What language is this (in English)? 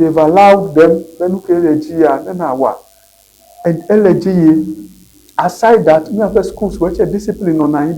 Ewe